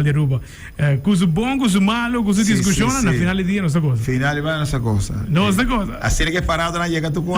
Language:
Papiamento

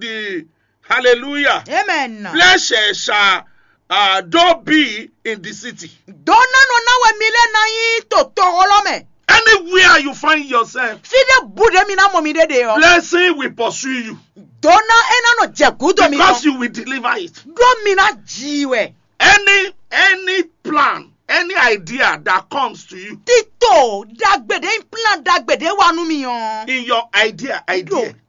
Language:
Fon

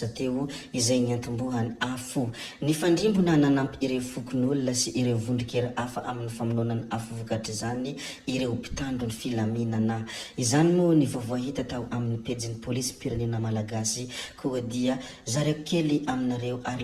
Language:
Malagasy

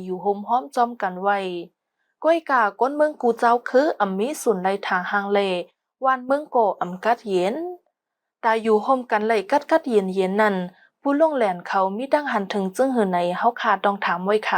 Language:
Shan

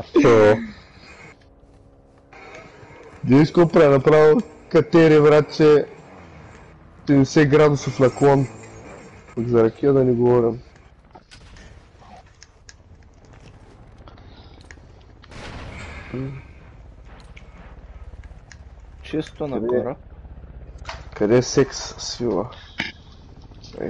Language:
Bulgarian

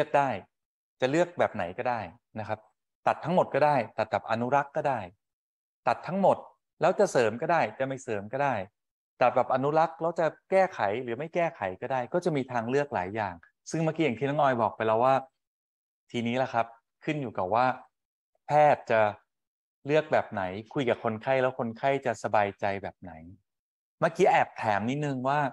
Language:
Thai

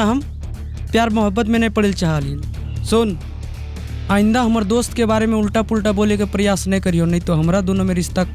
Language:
Magahi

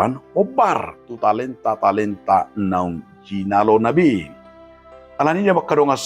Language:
Batak Toba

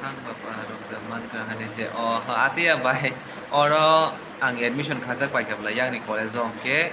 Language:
Kok Borok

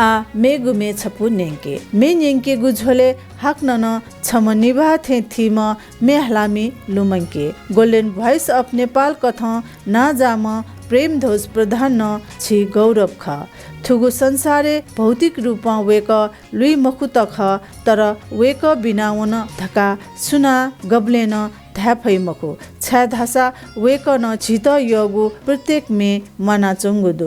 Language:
Newari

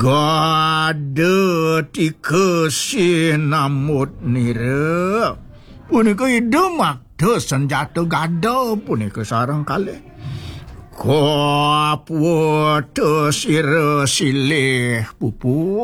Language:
Balinese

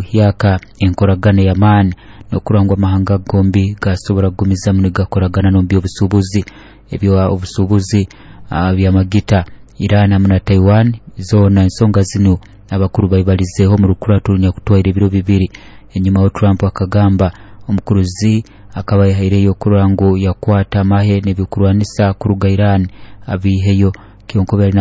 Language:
Nyoro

